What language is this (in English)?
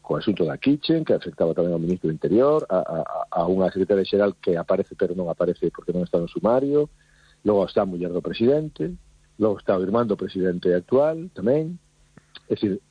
Galician